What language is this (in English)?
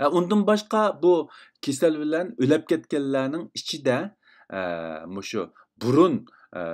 Uyghur